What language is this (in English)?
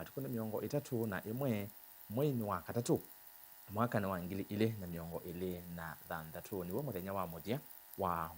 Kamba